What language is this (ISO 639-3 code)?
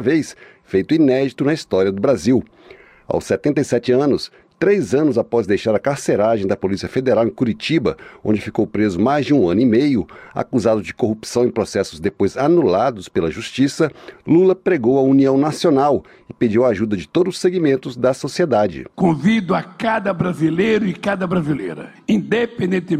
por